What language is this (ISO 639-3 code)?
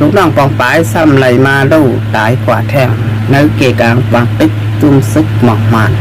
shn